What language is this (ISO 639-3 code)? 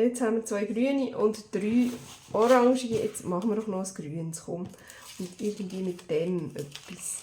gsw